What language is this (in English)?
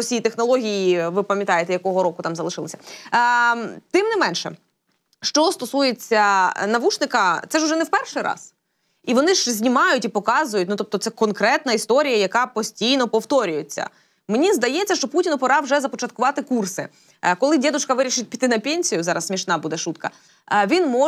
Ukrainian